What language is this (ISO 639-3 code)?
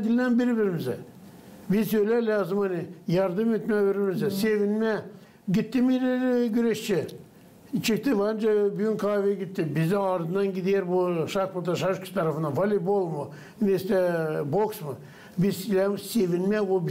gag